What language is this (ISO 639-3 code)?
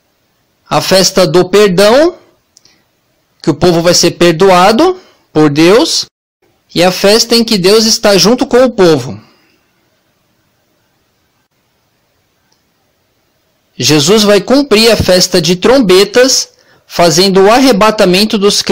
por